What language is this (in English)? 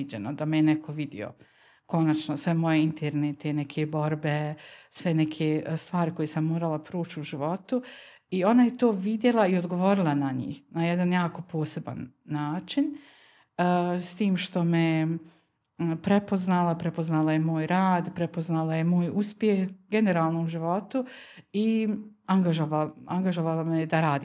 Bosnian